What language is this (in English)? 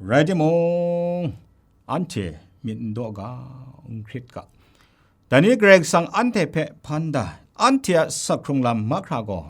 Kachin